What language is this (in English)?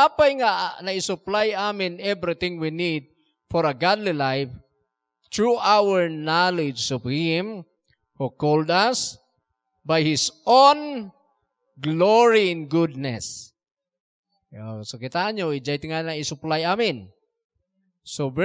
Iloko